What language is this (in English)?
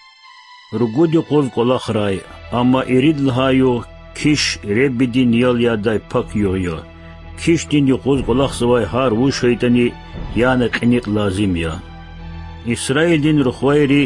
Lezghian